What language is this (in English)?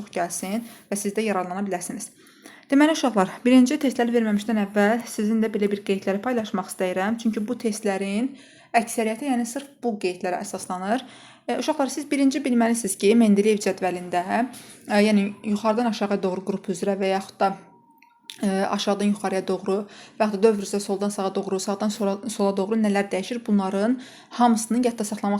Azerbaijani